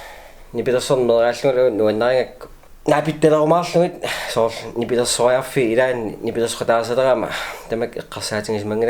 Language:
Kalaallisut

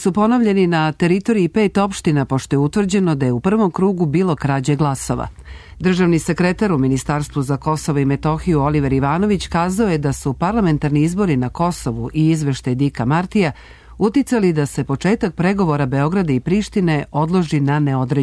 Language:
Serbian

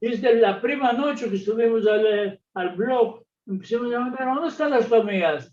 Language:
Ladino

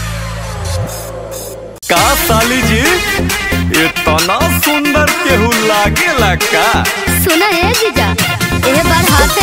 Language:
Bhojpuri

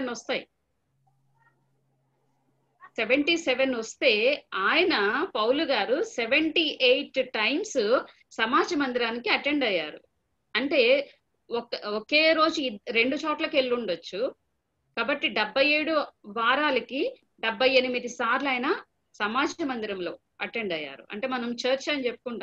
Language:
Telugu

